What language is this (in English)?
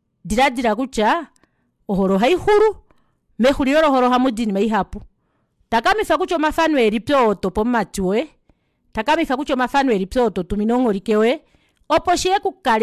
Kuanyama